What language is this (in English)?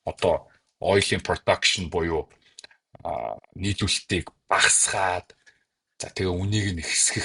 Mongolian